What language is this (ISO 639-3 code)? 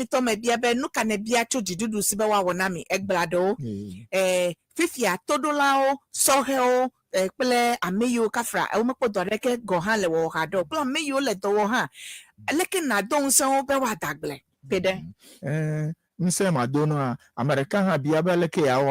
ewe